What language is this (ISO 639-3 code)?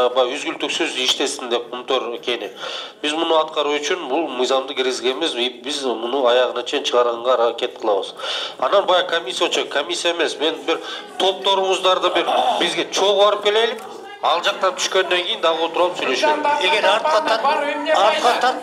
kir